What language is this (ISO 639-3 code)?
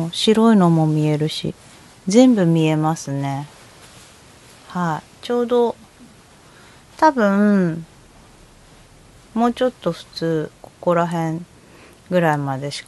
jpn